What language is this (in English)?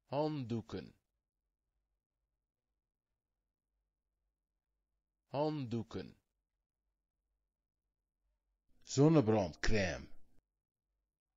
Dutch